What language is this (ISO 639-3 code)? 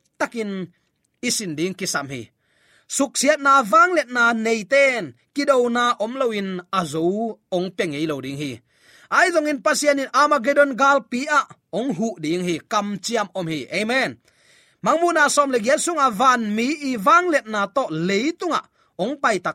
ctd